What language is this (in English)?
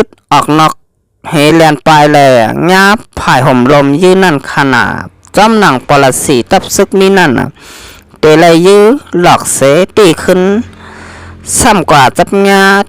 Shan